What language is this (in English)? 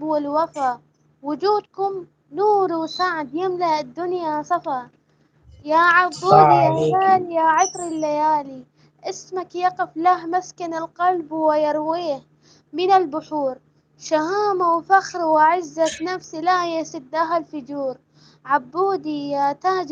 Egyptian Arabic